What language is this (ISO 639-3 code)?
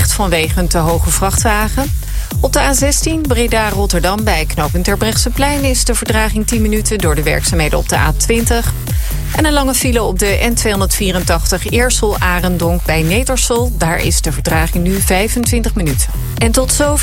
nld